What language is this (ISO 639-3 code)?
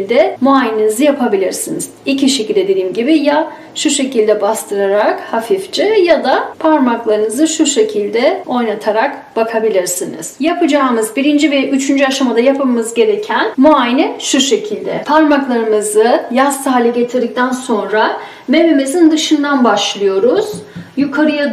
tur